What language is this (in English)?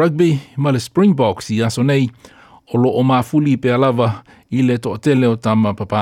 Samoan